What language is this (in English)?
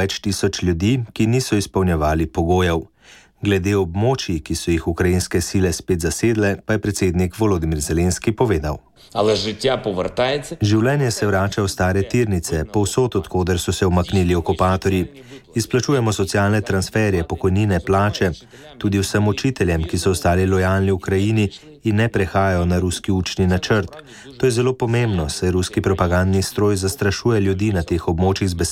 Slovenian